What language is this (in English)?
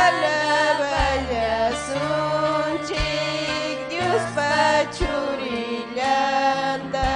Ayacucho Quechua